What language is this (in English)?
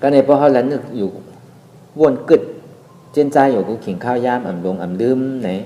Shan